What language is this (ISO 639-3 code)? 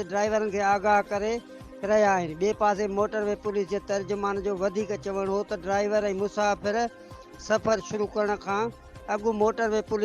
snd